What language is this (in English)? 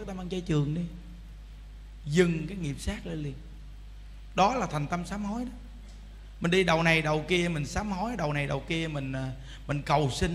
Vietnamese